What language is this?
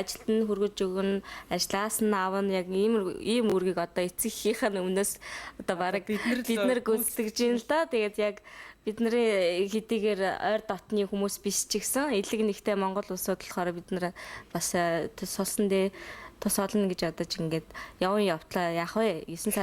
Mongolian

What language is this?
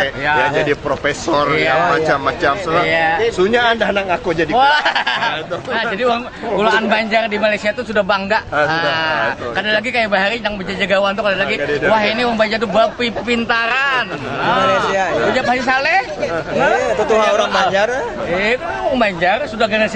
Banjar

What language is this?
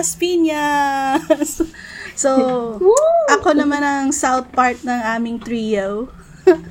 Filipino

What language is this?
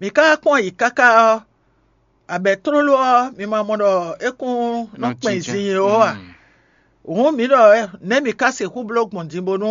Fon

